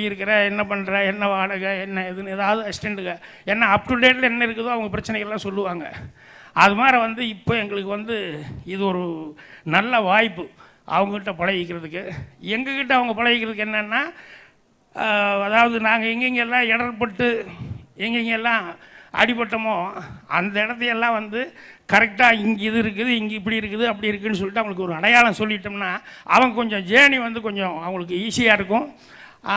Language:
Tamil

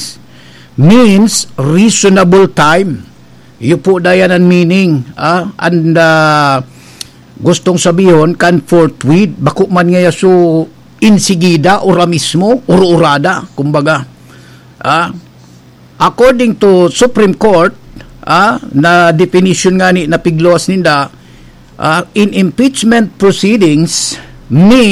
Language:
Bikol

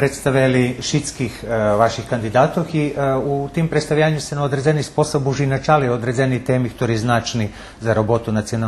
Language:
Rusyn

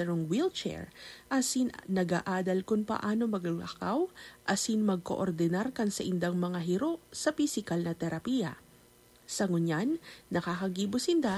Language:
Bikol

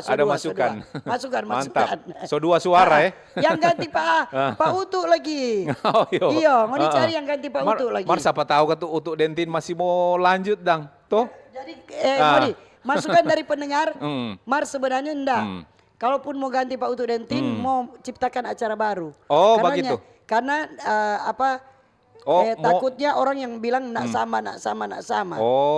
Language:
Manado Malay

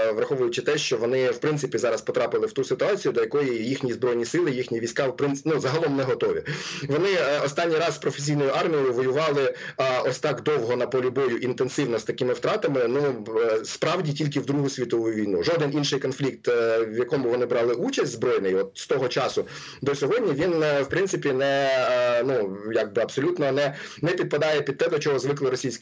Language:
Ukrainian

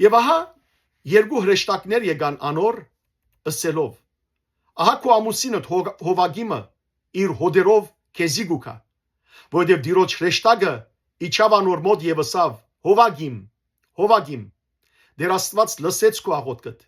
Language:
Western Armenian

